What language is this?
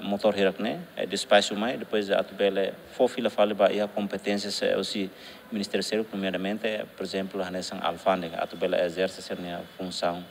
Tetum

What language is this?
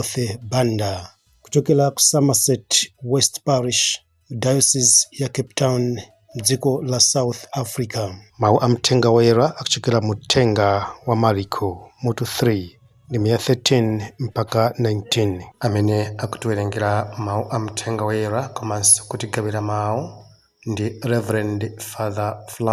Nyanja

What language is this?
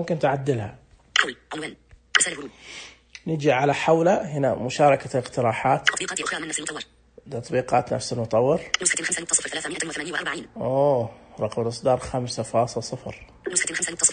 Najdi Arabic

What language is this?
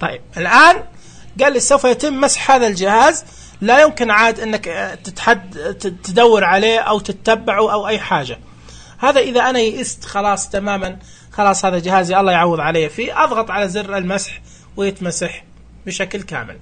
Najdi Arabic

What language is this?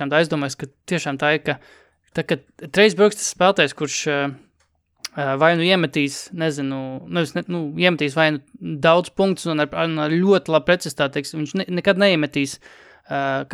Latvian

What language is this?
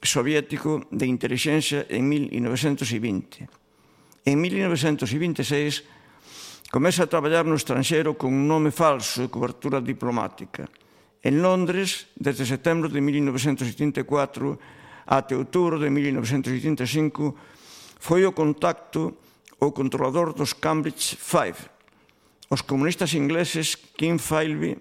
Galician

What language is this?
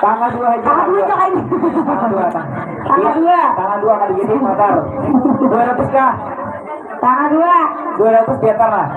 Banjar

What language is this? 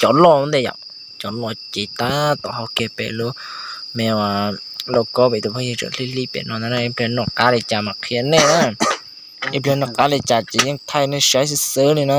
Hmong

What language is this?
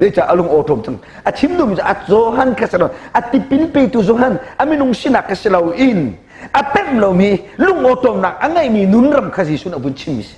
Hakha Chin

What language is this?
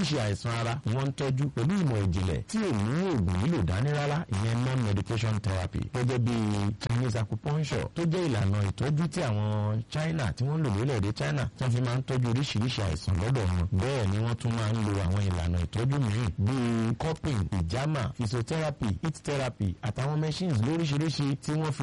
Yoruba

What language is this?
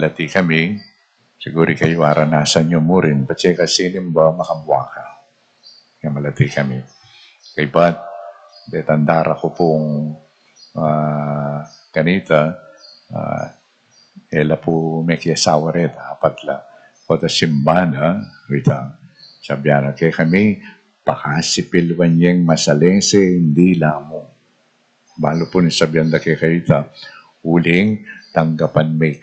Pampanga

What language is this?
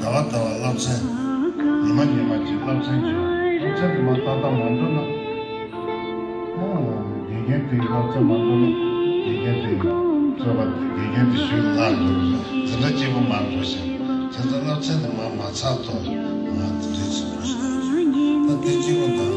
Tibetan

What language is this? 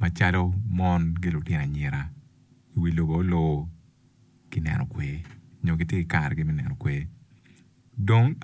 Acoli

